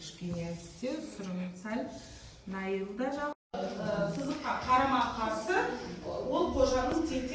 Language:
Kazakh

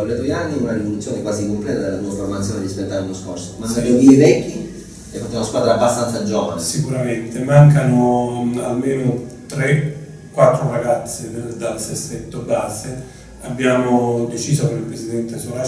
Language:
Italian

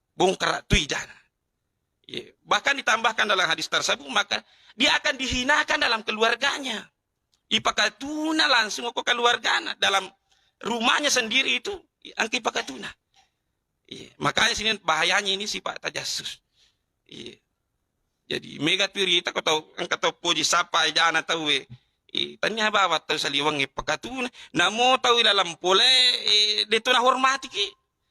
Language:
Buginese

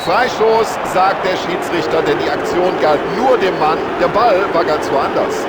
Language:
Bavarian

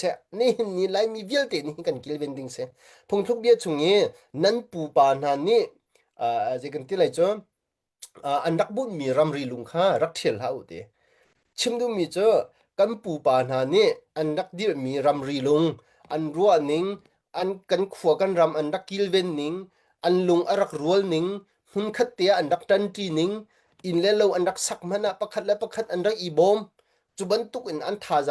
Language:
Hakha Chin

